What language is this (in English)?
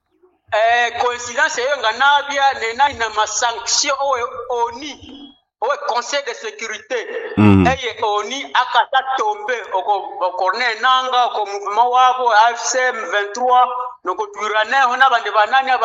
Nande